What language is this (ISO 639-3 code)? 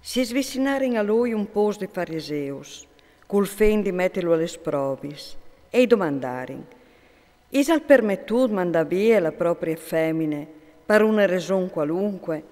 fur